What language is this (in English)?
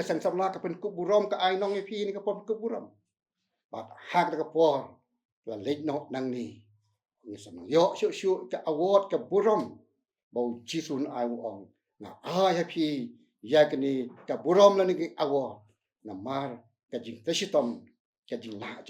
Khasi